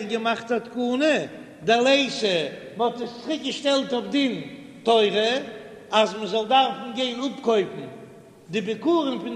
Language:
Yiddish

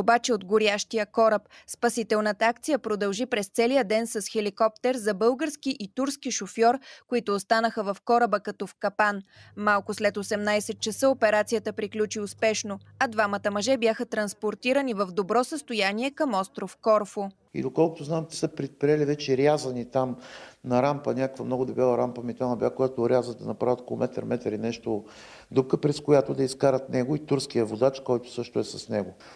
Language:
Bulgarian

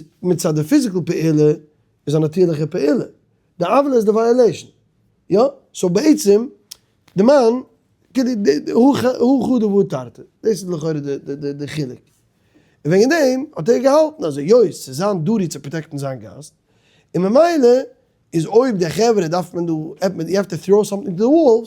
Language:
Yiddish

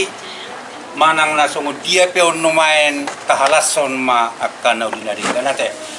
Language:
Batak Toba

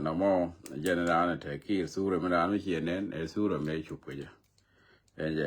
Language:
Nuer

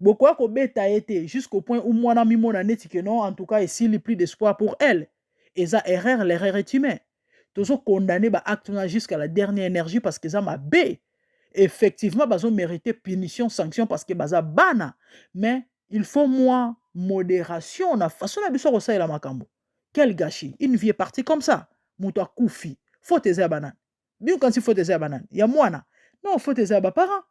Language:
Lingala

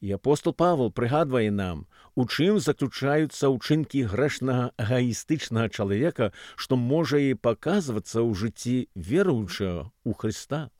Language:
Belarusian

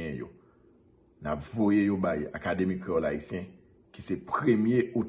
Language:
Haitian Creole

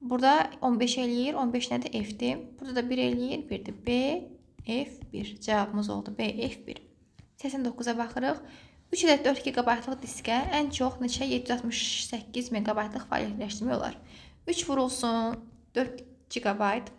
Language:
Azerbaijani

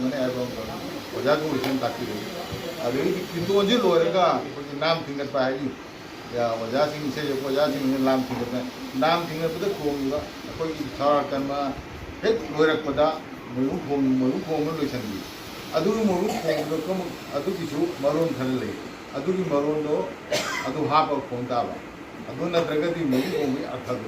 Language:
Manipuri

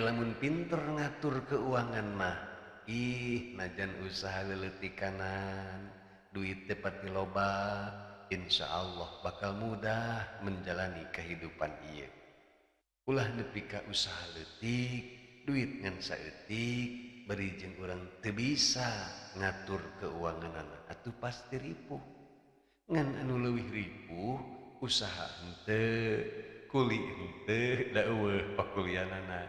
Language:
Sundanese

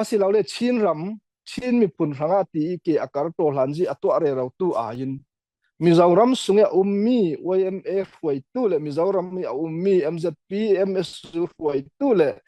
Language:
Falam Chin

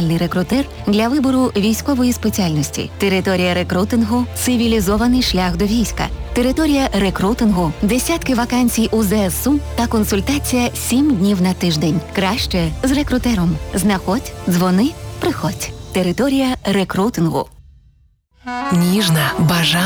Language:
Ukrainian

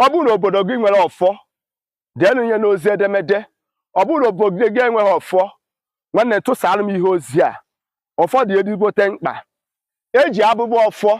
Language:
Igbo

